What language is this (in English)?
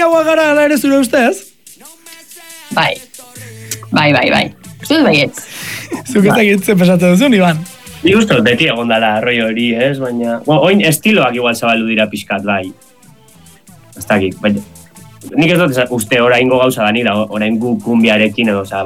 Basque